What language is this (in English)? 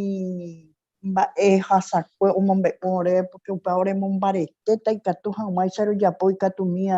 Guarani